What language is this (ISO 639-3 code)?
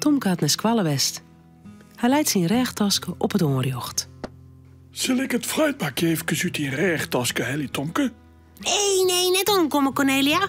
fry